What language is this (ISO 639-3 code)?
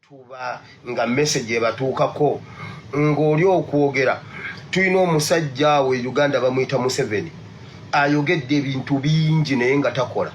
lug